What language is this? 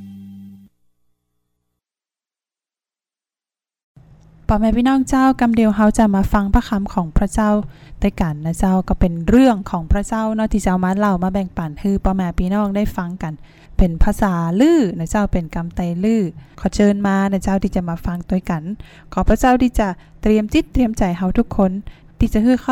Lü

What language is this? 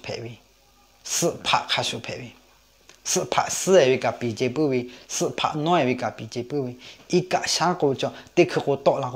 Lahu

